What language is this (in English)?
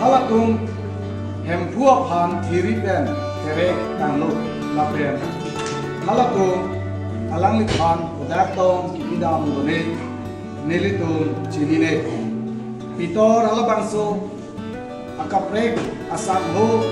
Karbi